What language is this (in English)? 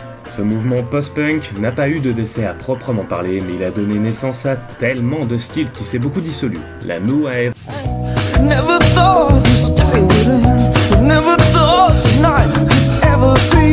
French